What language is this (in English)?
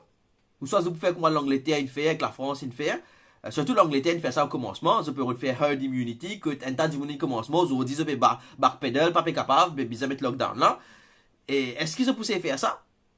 Morisyen